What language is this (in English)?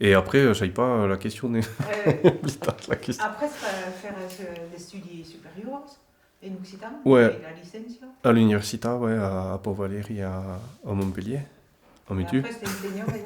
Occitan